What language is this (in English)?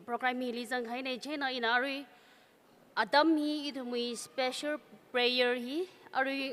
Tangkhul Naga (India)